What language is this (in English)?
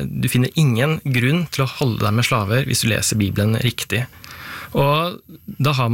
Norwegian